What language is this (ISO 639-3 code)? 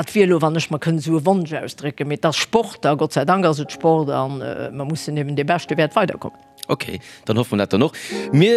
ltz